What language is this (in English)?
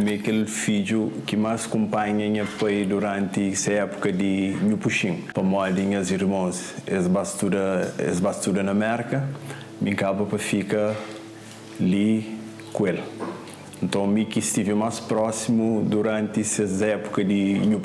Kabuverdianu